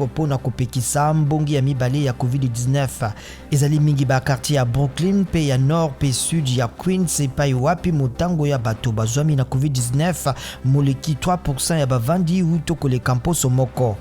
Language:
Lingala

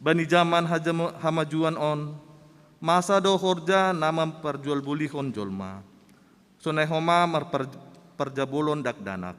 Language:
Batak Simalungun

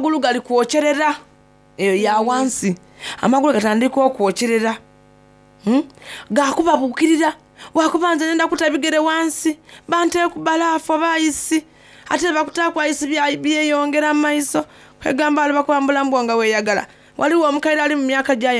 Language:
Soga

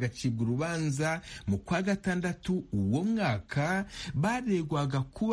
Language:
Kinyarwanda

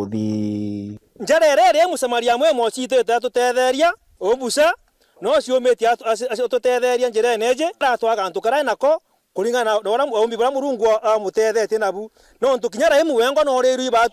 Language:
Meru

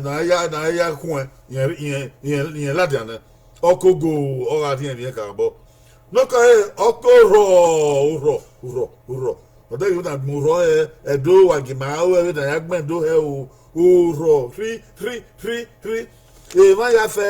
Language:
Bini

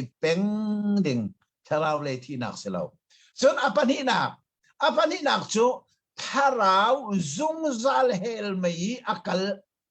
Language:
Hakha Chin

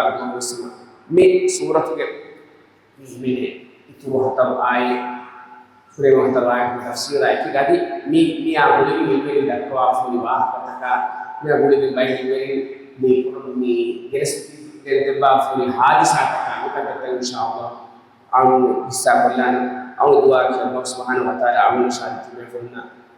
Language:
Divehi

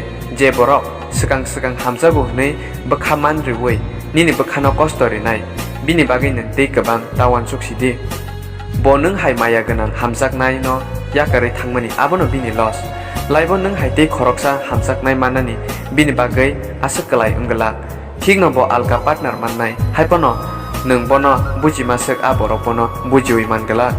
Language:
Kok Borok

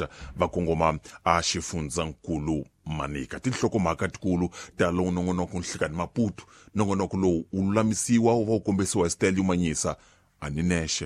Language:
Tsonga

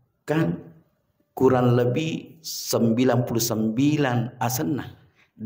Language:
Buginese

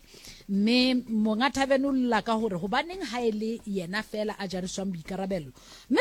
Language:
Southern Sotho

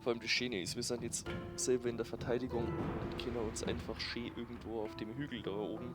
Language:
Bavarian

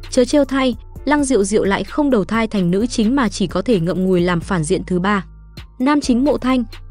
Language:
Vietnamese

